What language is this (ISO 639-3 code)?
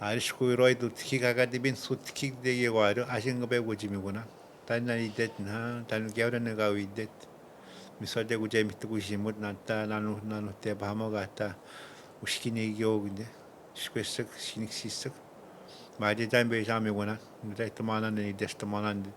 atj